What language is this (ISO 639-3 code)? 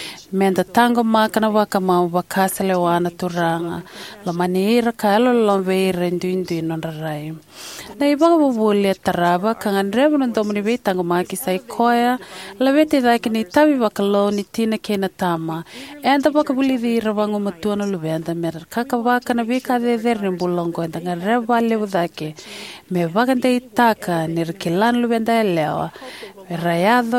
fij